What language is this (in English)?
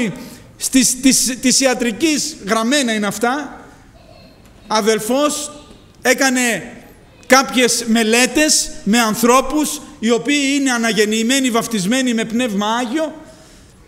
Greek